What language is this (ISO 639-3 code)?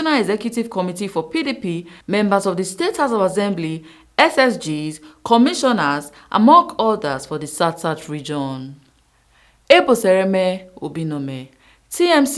pcm